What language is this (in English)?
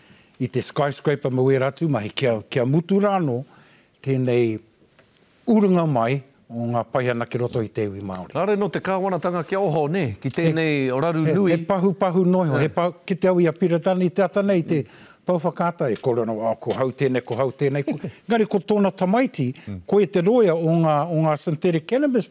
Māori